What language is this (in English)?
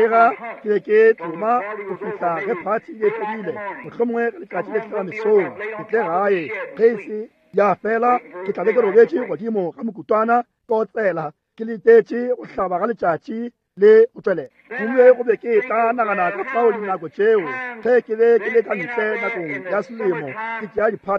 Northern Sotho